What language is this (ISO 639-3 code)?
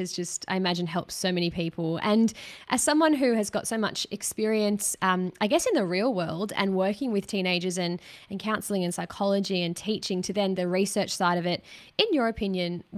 eng